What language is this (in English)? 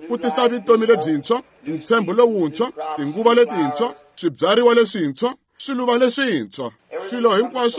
Tsonga